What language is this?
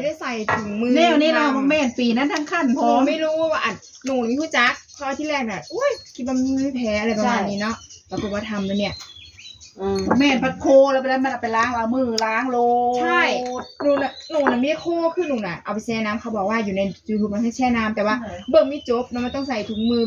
Northeastern Thai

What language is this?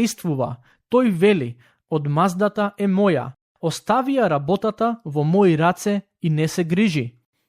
Macedonian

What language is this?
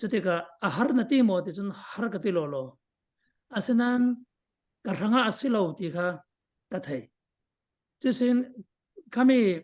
Falam Chin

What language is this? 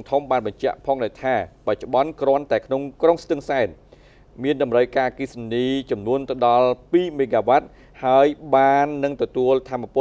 Khmer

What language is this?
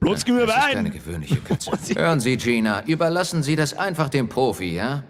Bavarian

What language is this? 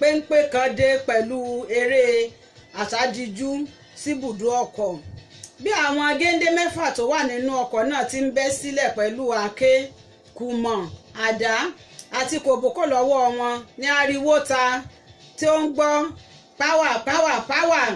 Yoruba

